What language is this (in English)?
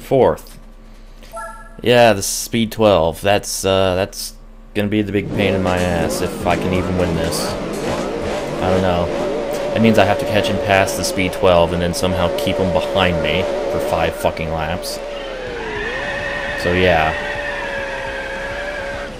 English